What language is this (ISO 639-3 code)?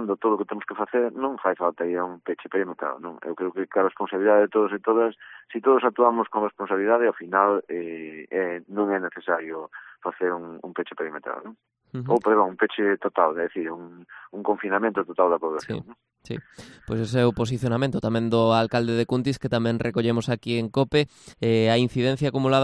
glg